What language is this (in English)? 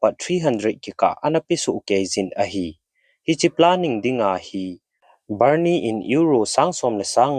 Thado Chin